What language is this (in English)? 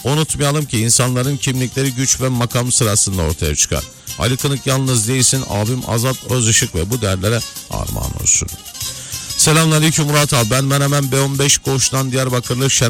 Turkish